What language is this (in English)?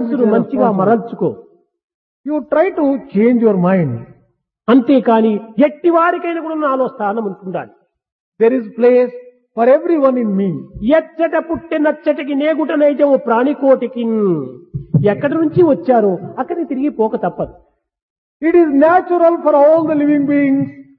Telugu